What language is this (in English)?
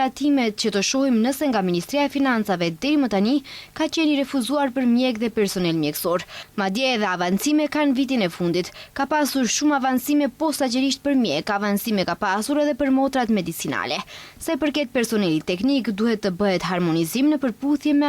Albanian